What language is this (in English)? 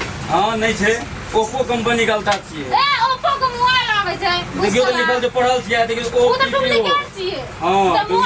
Maithili